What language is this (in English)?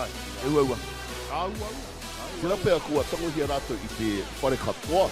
Māori